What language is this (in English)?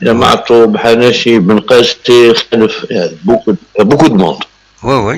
Kabyle